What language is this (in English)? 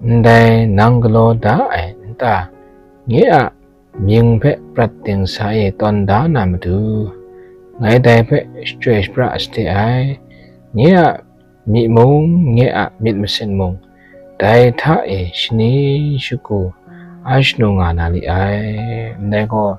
Kachin